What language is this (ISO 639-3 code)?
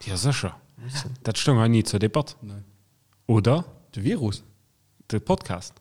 ltz